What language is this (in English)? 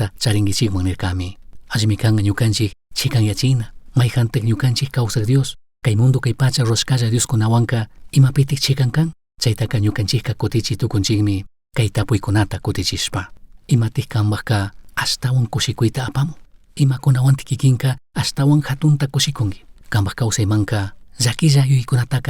Chimborazo Highland Quichua